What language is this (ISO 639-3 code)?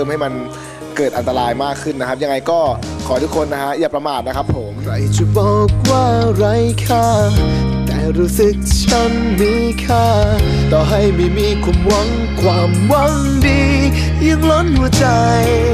tha